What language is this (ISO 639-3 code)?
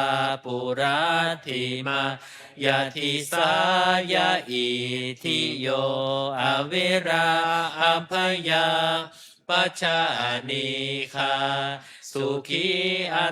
pli